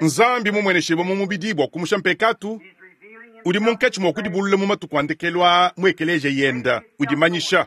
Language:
Luba-Lulua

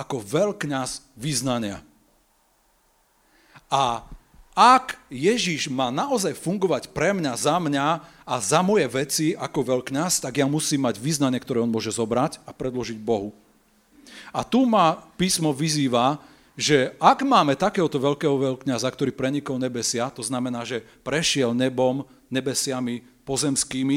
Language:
Slovak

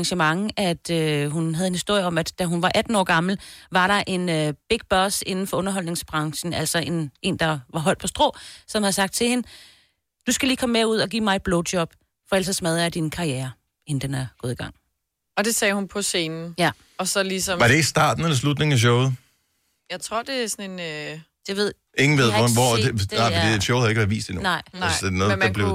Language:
Danish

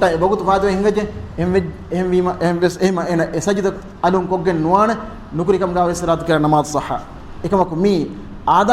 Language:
Divehi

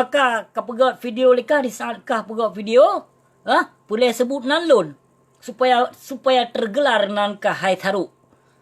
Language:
Achinese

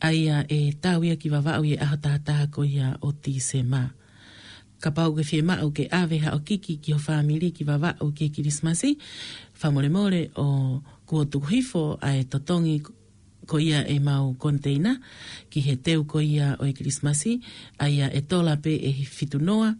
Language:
Tongan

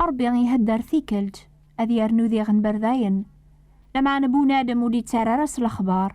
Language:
Kabyle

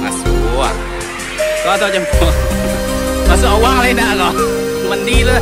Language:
Minangkabau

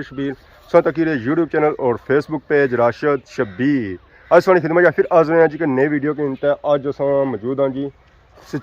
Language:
Pahari-Potwari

